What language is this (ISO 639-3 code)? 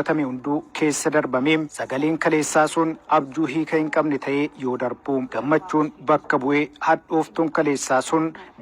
orm